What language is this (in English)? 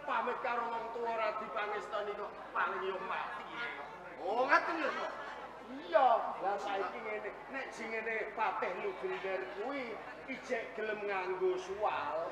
Javanese